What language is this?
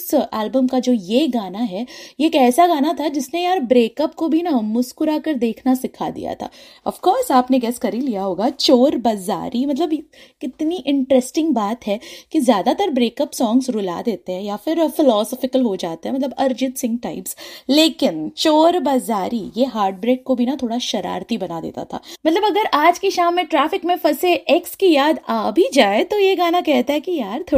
Hindi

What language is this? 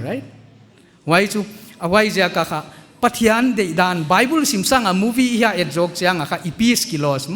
Paite Chin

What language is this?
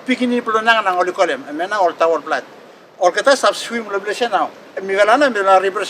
Bislama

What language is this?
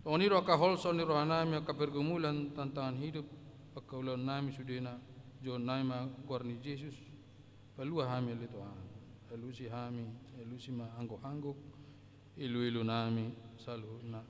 Batak Toba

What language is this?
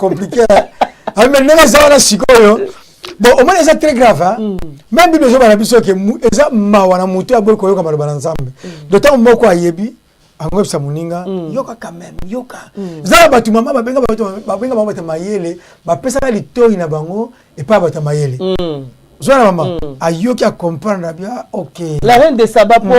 Lingala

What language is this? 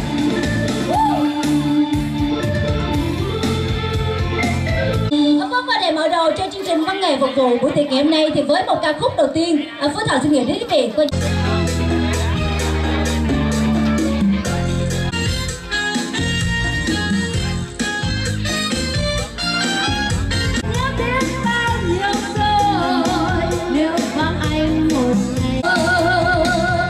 Vietnamese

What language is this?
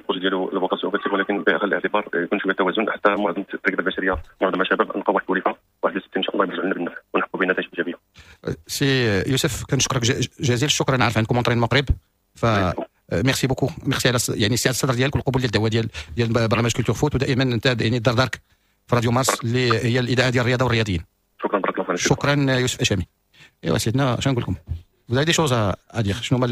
Moroccan Arabic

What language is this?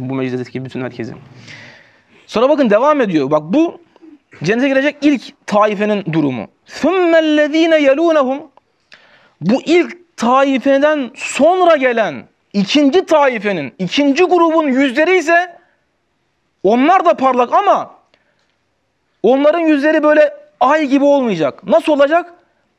Turkish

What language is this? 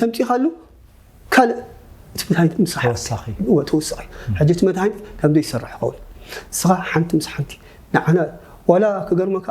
Tigrinya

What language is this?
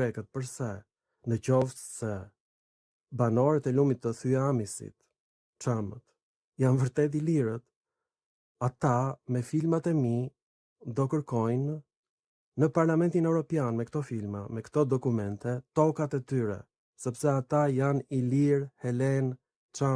Albanian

